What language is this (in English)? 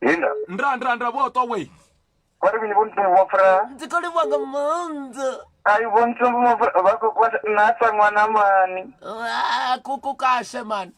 Venda